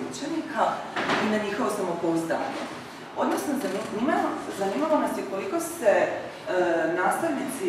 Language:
Croatian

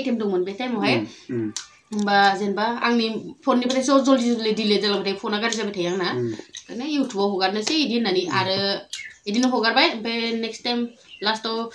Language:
Bodo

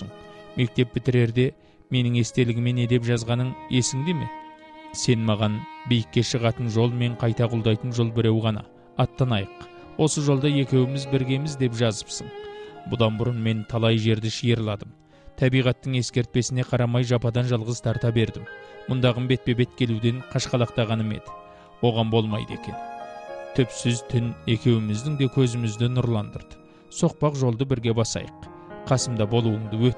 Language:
Kazakh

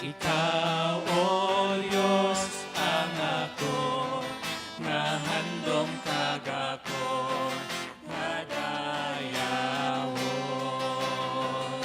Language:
Hiligaynon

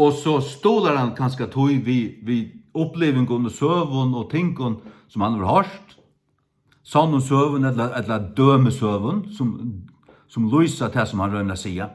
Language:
Faroese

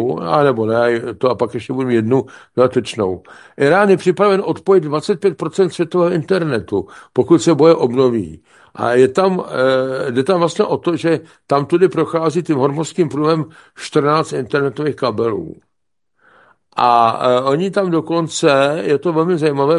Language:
Czech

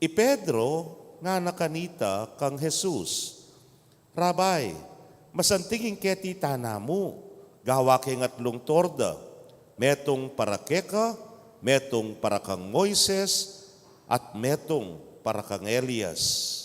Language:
Pampanga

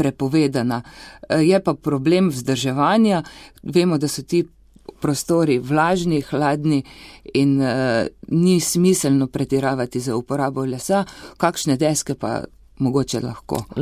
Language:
Slovenian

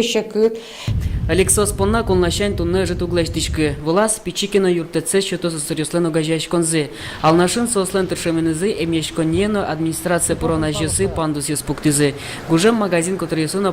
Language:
Udmurt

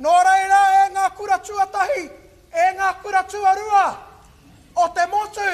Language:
Māori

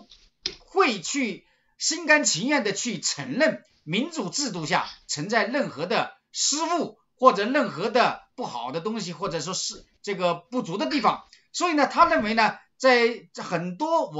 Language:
Chinese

